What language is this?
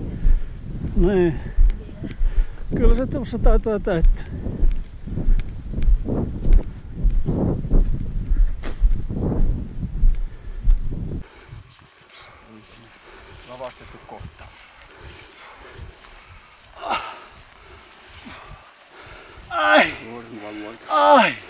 Finnish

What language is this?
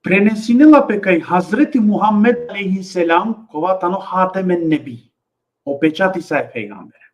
Balkan Romani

